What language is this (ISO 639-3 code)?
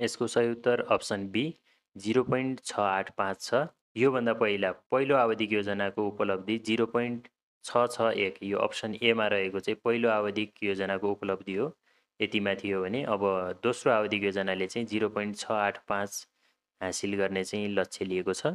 nep